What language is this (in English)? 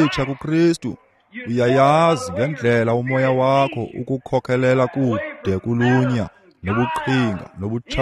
Xhosa